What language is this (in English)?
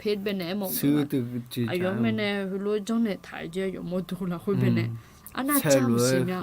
Akha